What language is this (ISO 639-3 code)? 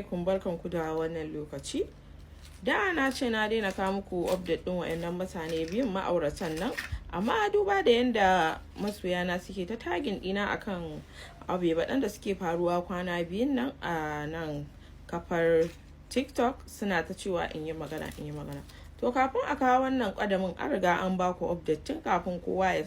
hau